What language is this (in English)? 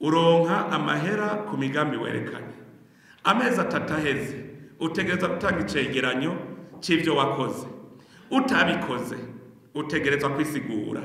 Rundi